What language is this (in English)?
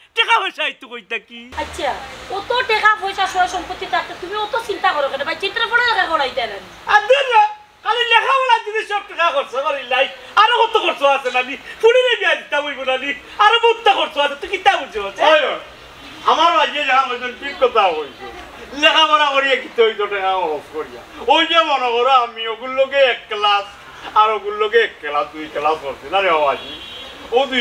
Sylheti